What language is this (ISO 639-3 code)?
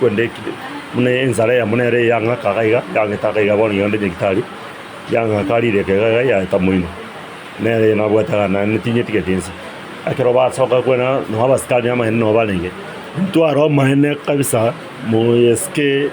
guz